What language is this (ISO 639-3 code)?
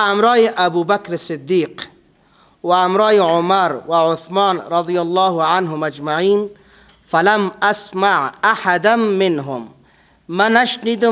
fas